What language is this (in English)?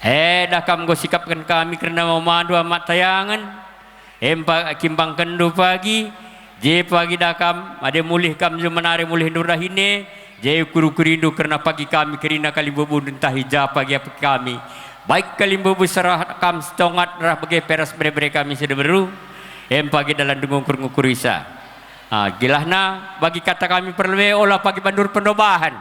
Batak Karo